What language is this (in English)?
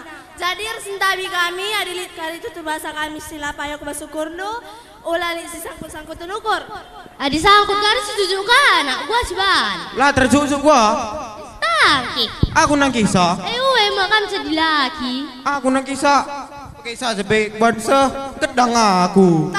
Batak Karo